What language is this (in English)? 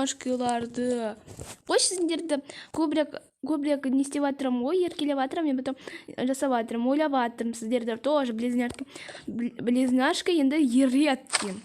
Kazakh